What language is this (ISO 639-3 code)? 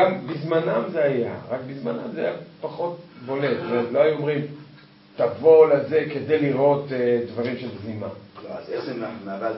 heb